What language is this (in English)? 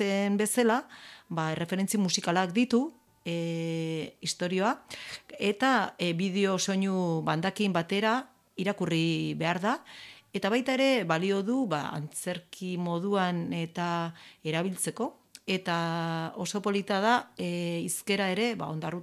Basque